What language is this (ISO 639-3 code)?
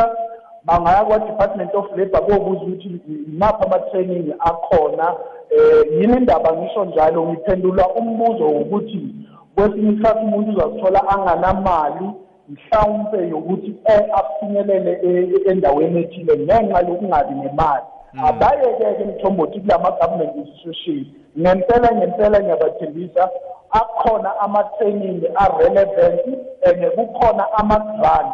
nbl